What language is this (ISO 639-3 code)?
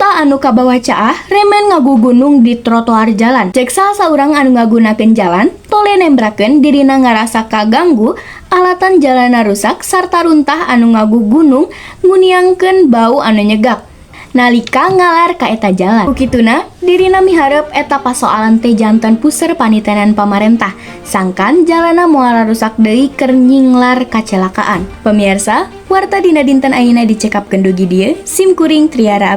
sun